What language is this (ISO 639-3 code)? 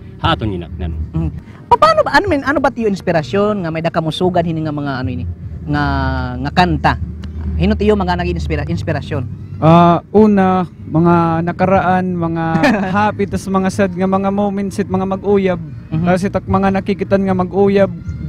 war